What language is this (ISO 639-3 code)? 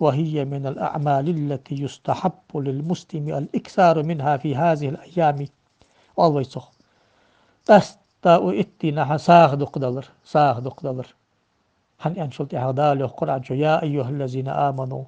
inh